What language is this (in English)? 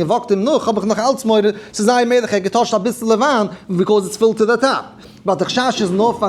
Yiddish